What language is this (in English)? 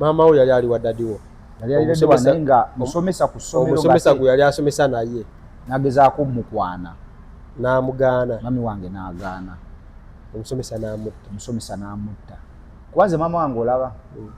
Ganda